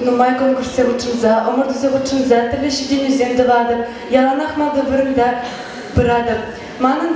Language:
Chuvash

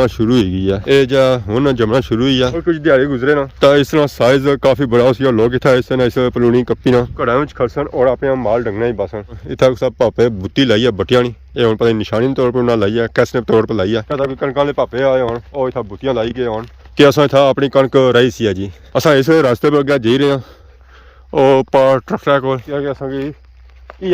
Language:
Pahari-Potwari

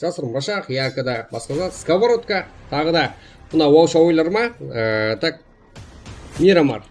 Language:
Kara-Kalpak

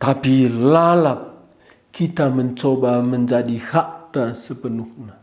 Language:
Batak Karo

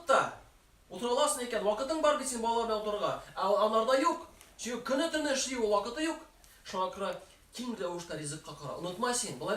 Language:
Tatar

